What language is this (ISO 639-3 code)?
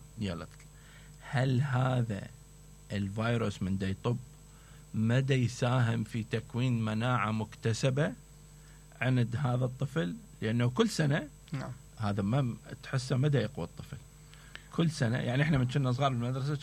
acm